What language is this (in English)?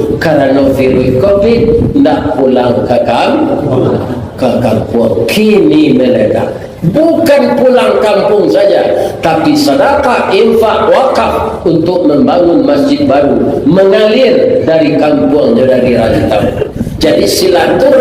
Minangkabau